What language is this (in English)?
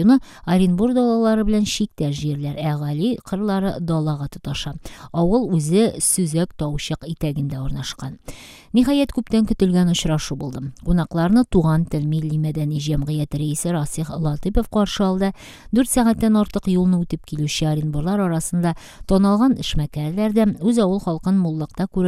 Tatar